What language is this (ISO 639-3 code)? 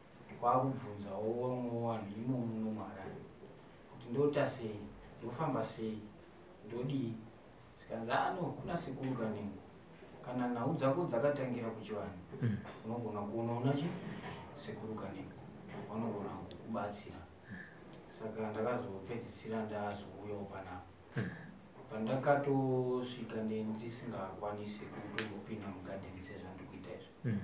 sna